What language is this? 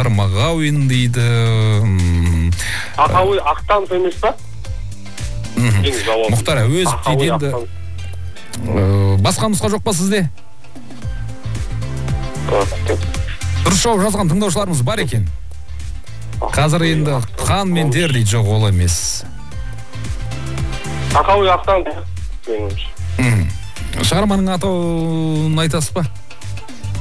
Kazakh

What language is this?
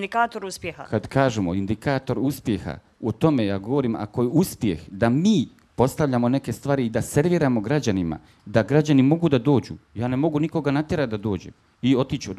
Bosnian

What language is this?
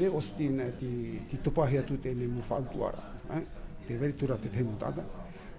Tahitian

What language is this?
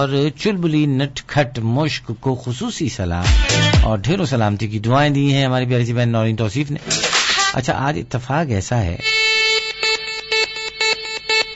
Urdu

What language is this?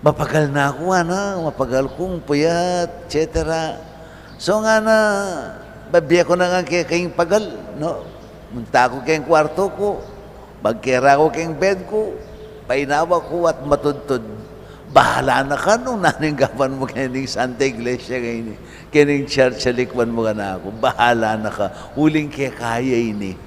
Pampanga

